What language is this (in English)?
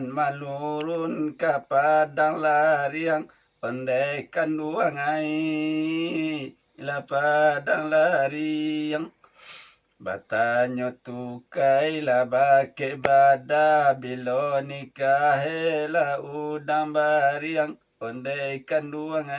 Minangkabau